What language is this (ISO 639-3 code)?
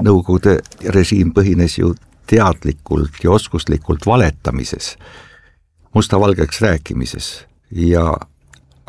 est